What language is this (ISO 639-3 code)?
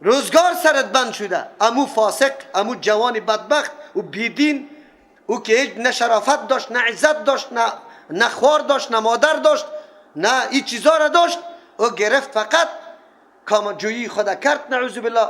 fas